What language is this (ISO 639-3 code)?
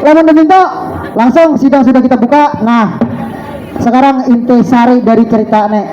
bjn